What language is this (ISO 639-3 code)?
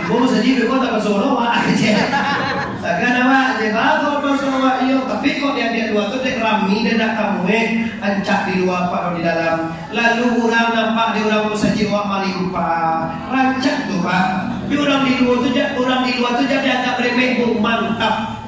min